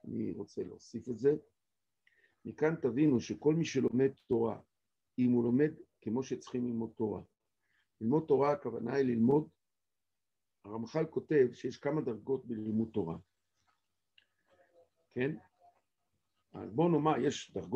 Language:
Hebrew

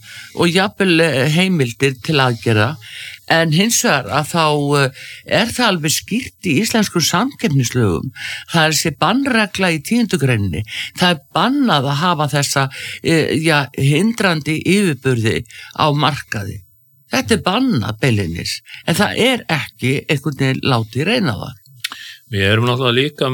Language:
Icelandic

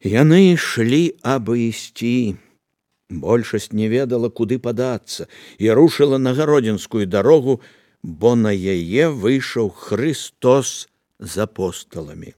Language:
Belarusian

